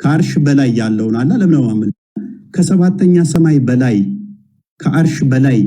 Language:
Amharic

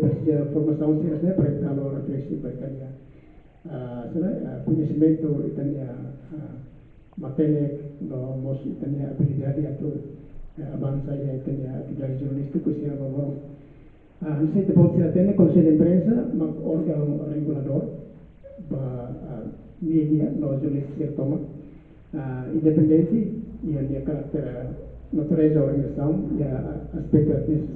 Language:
Tetum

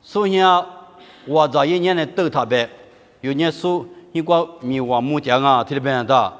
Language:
Lisu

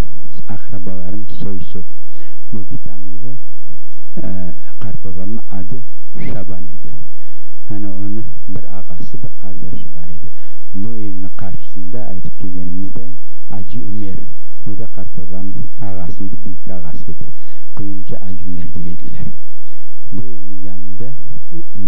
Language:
Crimean Tatar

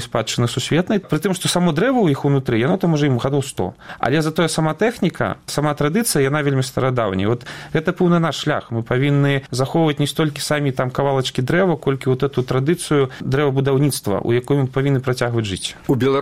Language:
Belarusian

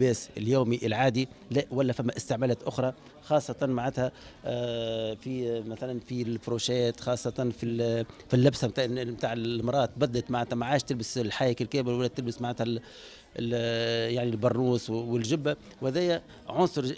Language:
Tunisian Arabic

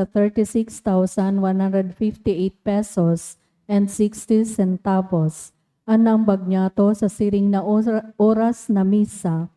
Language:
Bikol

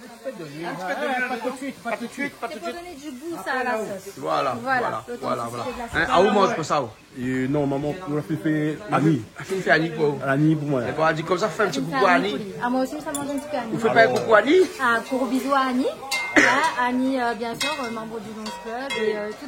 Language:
Réunion Creole French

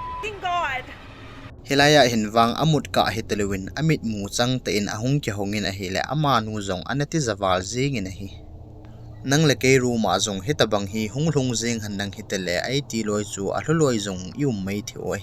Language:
Thado Chin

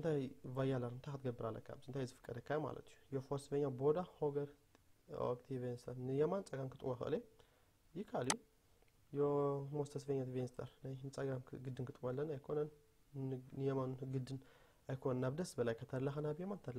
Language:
Tigrinya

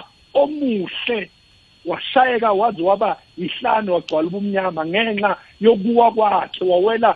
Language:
South Ndebele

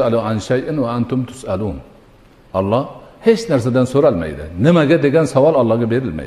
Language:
Uzbek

